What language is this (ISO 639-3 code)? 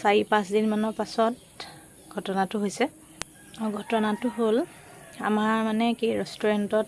asm